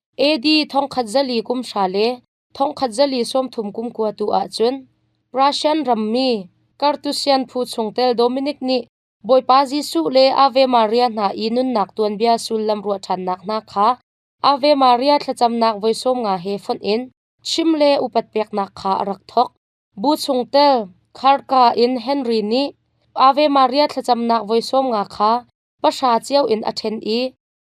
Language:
Hakha Chin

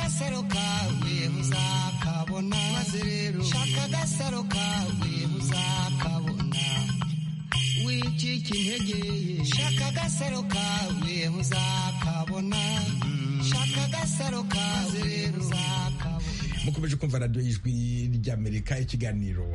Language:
Kinyarwanda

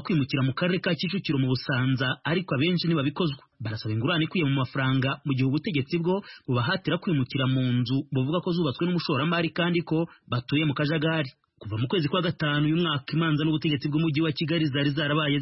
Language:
Kinyarwanda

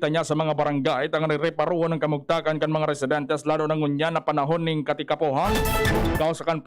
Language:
Bikol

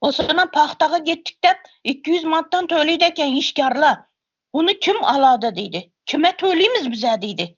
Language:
Turkmen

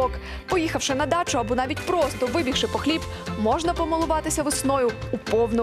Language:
Ukrainian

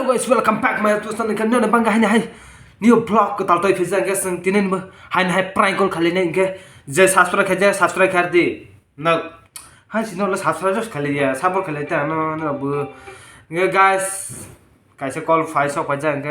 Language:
Kok Borok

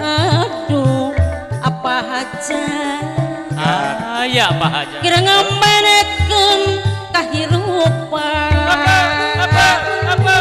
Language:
Sundanese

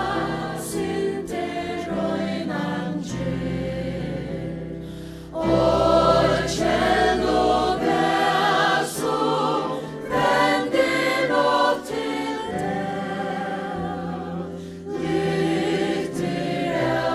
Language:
Faroese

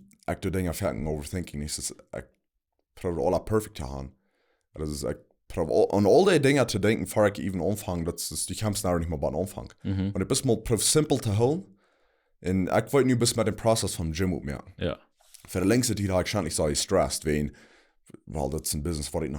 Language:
Plautdietsch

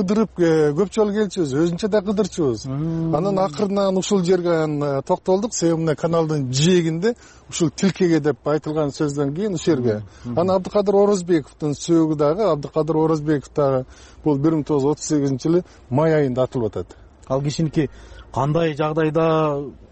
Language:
Kyrgyz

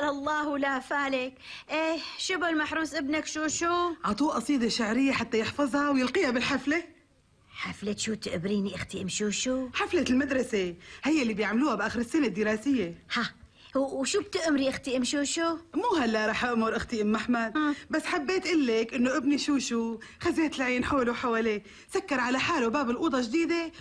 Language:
North Levantine Arabic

